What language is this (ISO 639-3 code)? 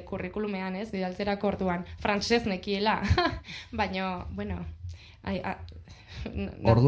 eus